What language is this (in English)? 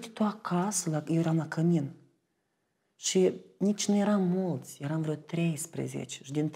Romanian